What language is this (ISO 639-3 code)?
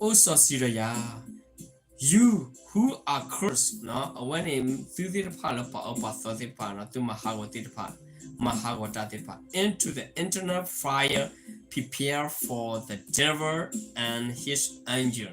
ksw